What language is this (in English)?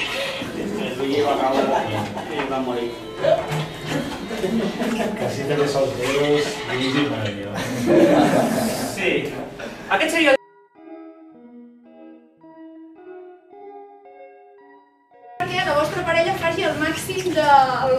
Catalan